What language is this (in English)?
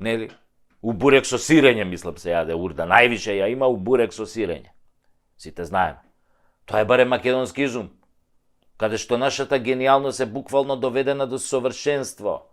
Macedonian